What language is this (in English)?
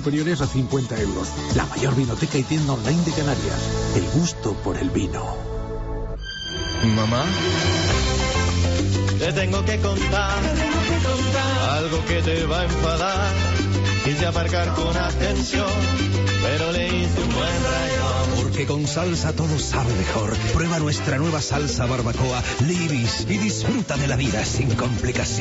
Spanish